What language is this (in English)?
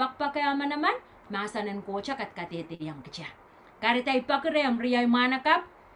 Pohnpeian